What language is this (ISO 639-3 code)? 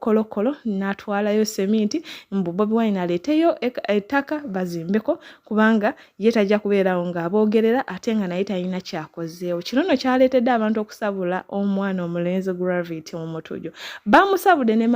lug